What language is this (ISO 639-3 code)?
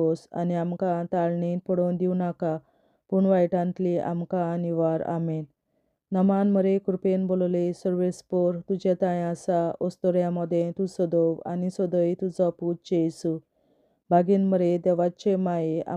kok